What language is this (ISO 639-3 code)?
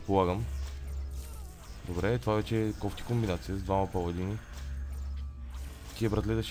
bul